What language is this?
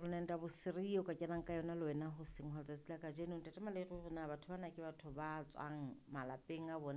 Southern Sotho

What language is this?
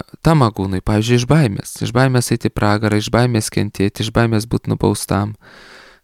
Lithuanian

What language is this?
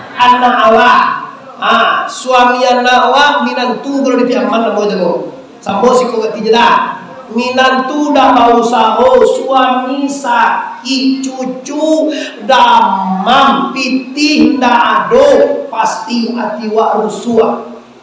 Minangkabau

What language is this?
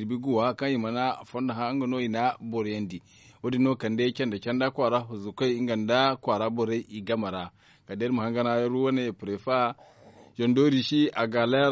Zarma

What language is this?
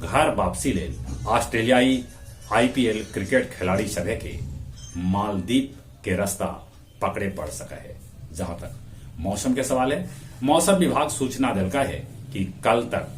Magahi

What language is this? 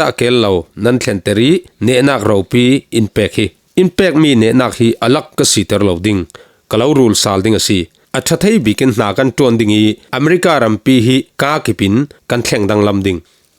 Falam Chin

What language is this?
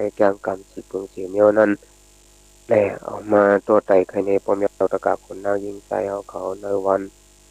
Shan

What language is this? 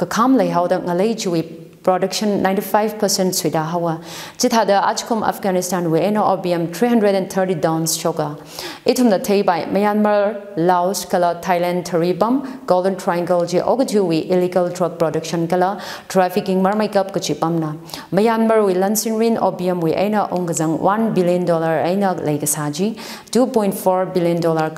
Tangkhul Naga (India)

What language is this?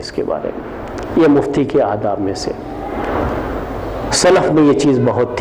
Urdu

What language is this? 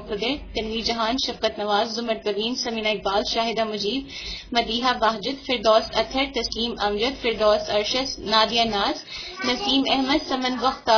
Urdu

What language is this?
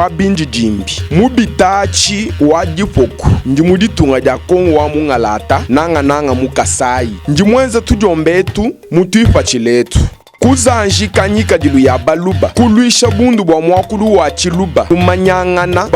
Luba-Lulua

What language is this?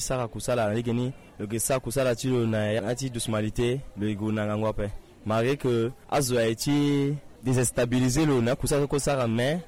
Sango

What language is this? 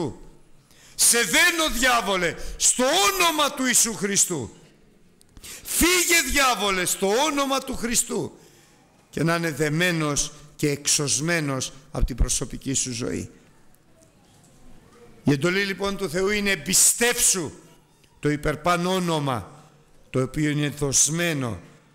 Greek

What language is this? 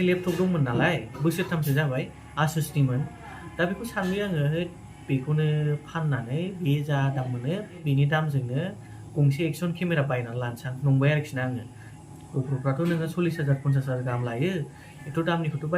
Bodo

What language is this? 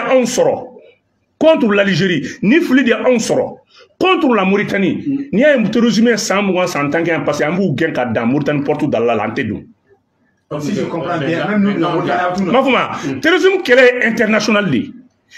Bambara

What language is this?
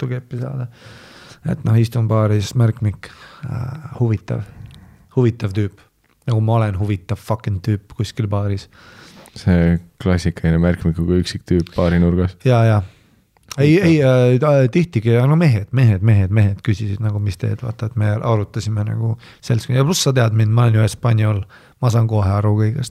Estonian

